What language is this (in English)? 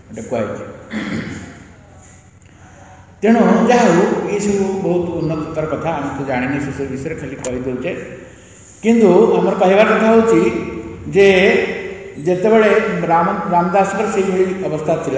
Odia